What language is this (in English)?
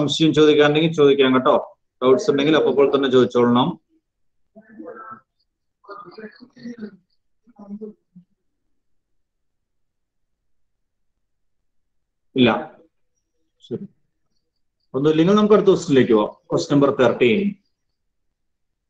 Malayalam